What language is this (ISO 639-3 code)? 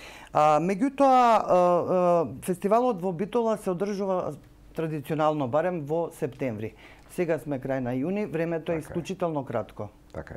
mkd